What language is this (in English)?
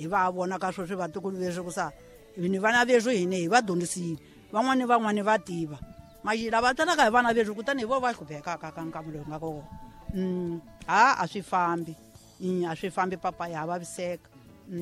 Tsonga